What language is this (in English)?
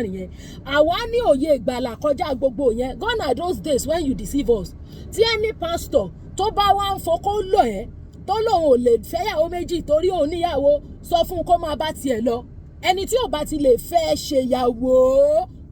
Yoruba